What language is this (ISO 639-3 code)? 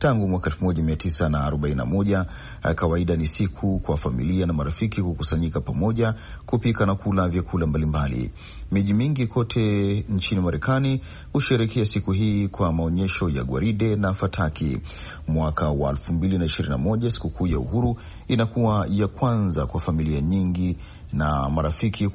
swa